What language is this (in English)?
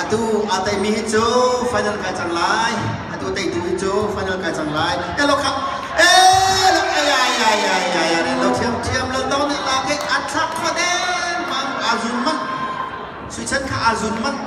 Hakha Chin